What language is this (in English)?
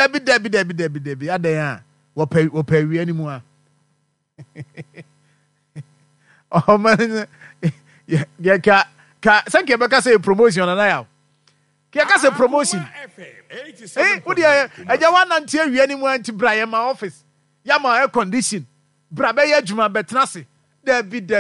Akan